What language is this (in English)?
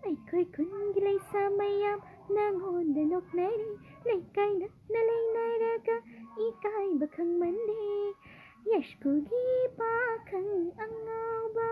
Manipuri